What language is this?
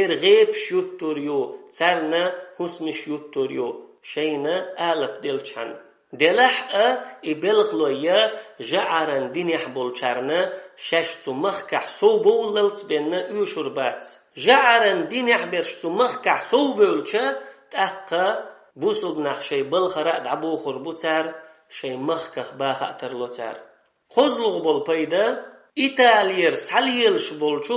Chechen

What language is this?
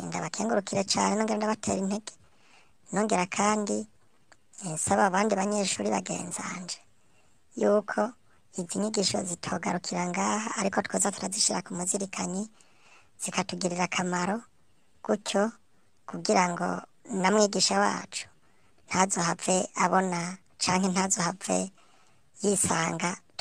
Rundi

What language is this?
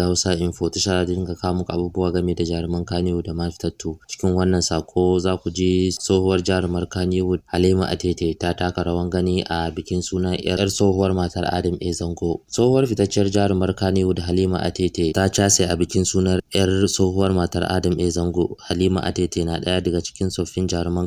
Hausa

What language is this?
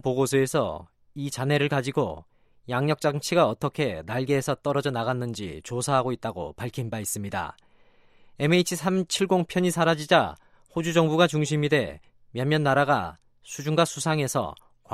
Korean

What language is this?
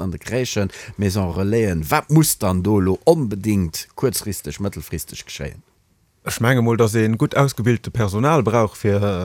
Luxembourgish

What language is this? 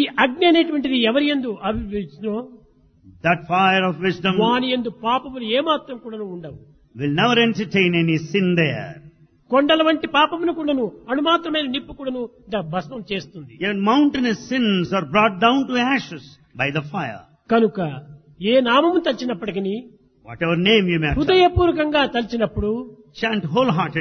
Telugu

